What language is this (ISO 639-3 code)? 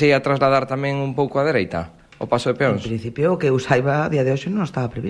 glg